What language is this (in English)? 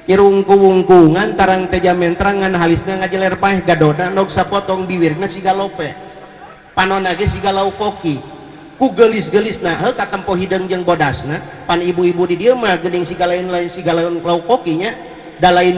Sundanese